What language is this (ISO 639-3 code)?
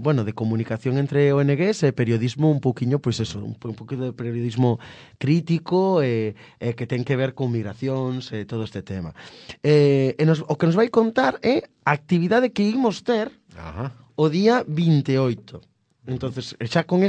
glg